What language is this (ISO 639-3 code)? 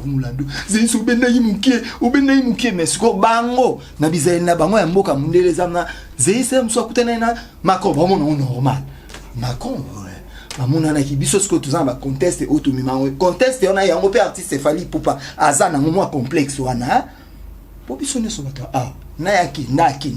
lin